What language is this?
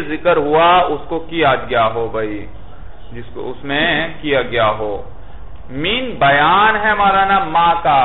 Urdu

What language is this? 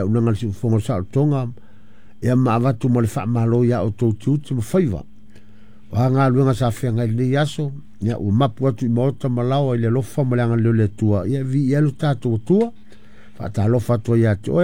Samoan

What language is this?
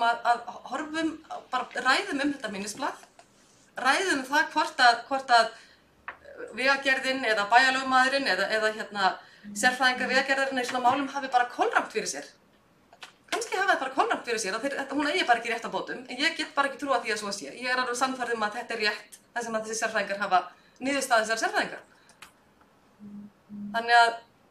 Icelandic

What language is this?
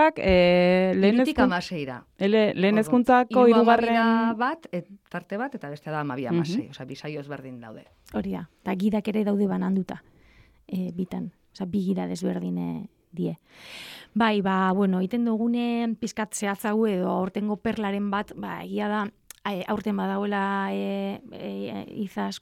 Basque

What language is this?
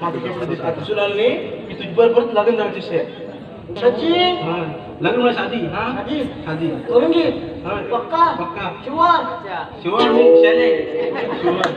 Konkani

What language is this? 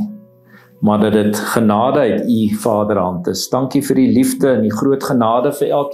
Afrikaans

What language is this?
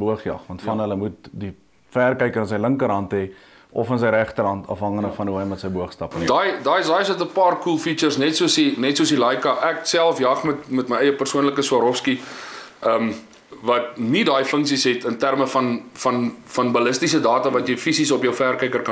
Afrikaans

